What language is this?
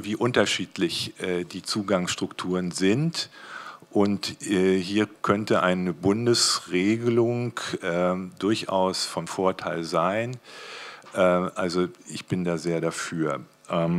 German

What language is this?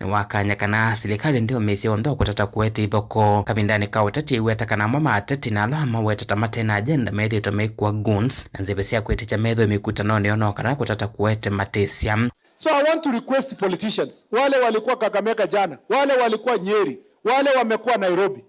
Kamba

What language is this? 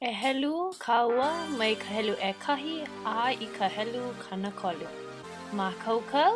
Hawaiian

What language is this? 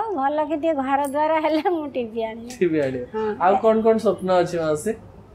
Odia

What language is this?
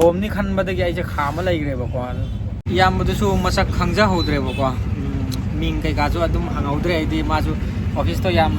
Manipuri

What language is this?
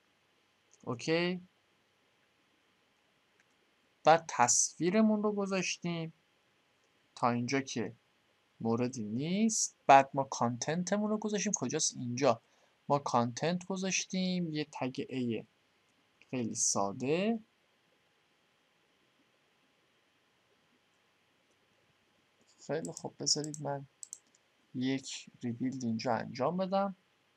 Persian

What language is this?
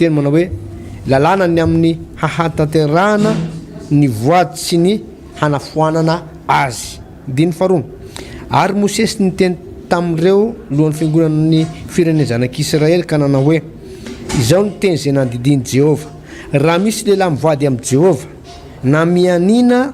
Malagasy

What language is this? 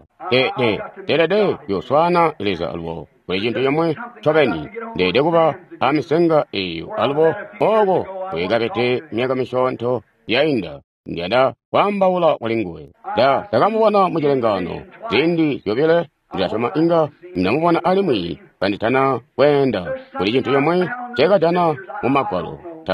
Tonga (Zambia)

